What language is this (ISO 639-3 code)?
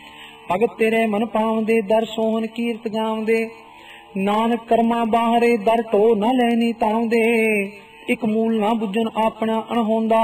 pan